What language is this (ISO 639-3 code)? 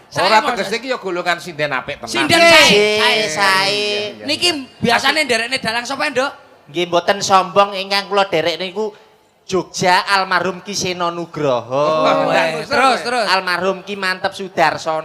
jav